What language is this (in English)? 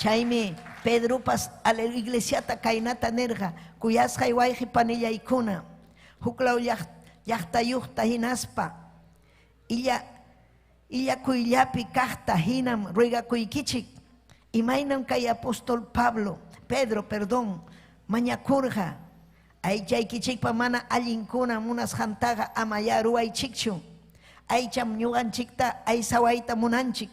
Ayacucho Quechua